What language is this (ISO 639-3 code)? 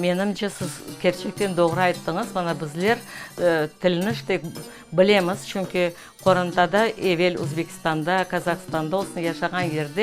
crh